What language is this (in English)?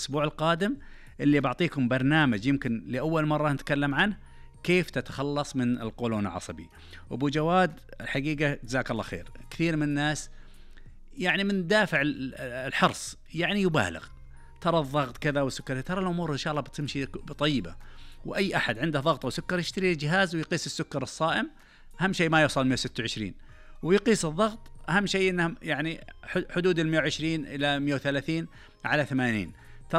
Najdi Arabic